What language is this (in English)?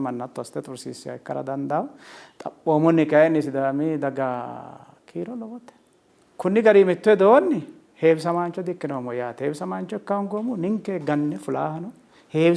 Sidamo